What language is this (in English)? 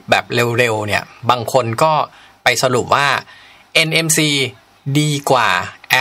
Thai